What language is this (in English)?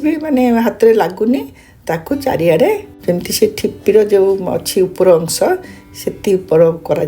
Odia